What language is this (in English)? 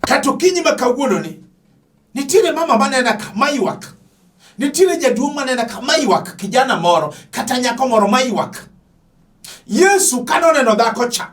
Luo (Kenya and Tanzania)